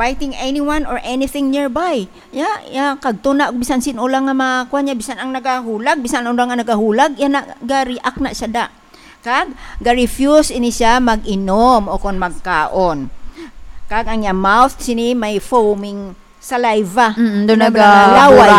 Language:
Hiligaynon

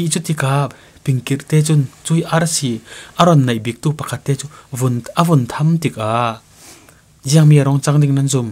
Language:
Falam Chin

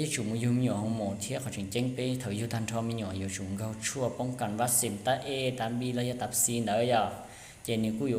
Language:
Hmong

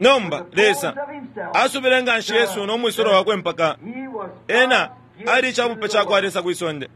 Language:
Bemba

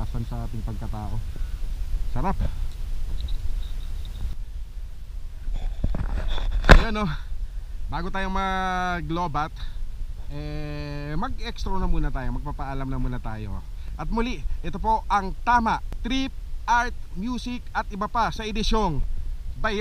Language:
Filipino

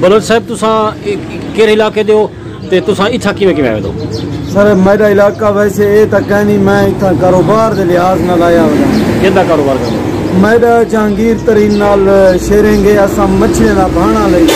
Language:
Saraiki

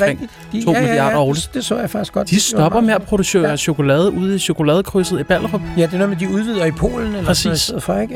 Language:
Danish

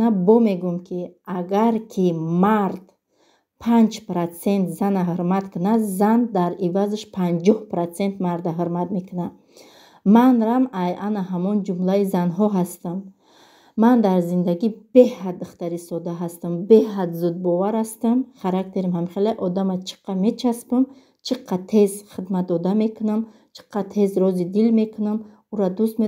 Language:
Tajik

